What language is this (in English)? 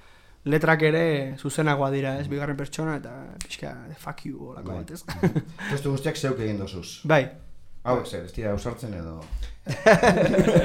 Basque